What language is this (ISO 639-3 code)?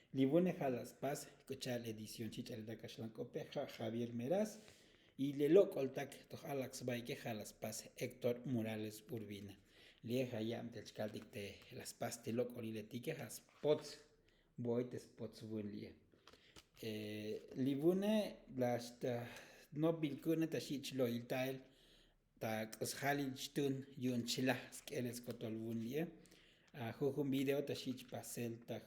tzo